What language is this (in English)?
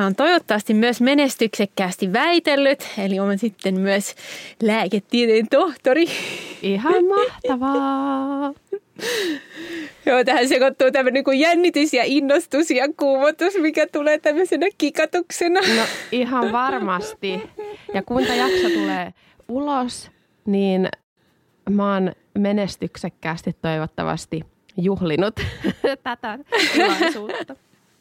Finnish